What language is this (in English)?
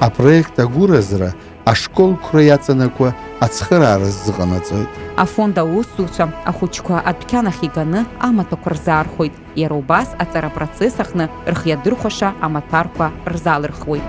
Abkhazian